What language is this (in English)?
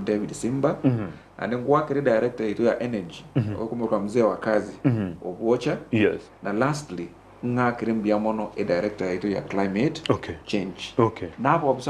Gusii